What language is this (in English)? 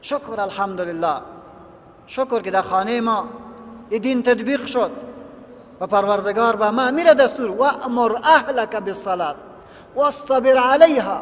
Persian